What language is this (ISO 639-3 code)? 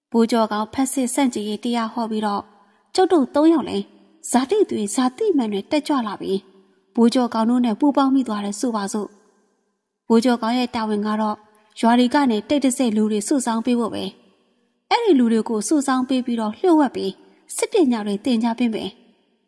mya